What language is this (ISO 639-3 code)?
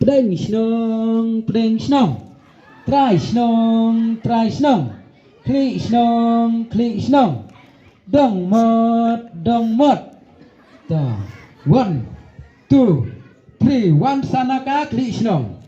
kha